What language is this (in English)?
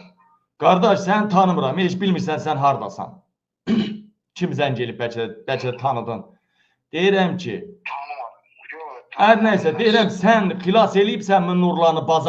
Azerbaijani